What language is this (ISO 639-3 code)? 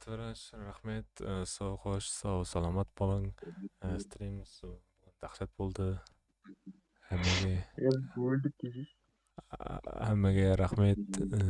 kaa